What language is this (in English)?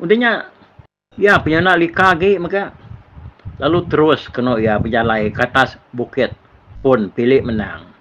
Iban